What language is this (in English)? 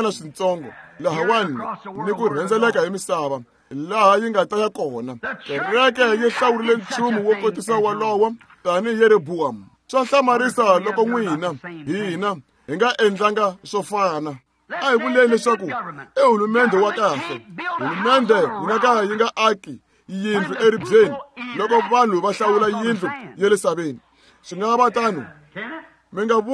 Tsonga